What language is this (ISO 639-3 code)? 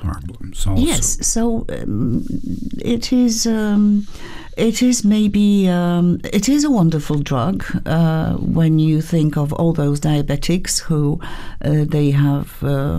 eng